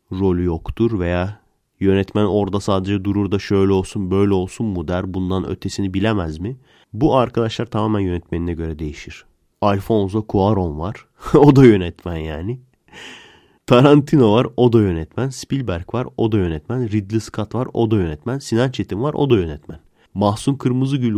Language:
Turkish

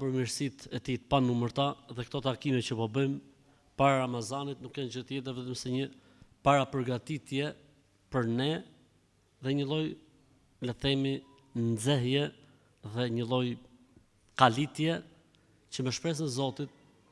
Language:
Albanian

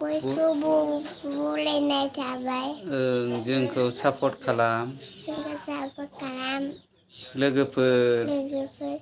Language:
Bodo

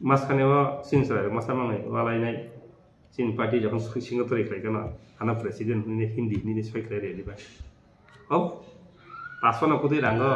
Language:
Kok Borok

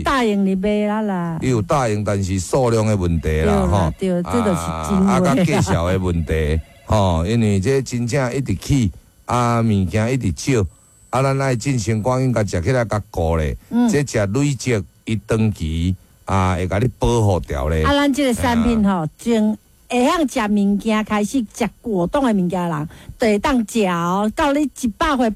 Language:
Min Nan Chinese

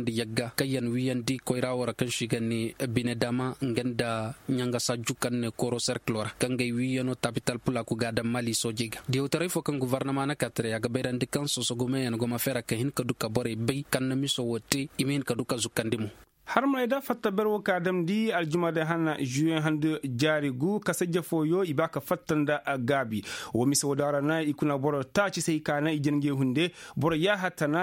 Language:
Koyraboro Senni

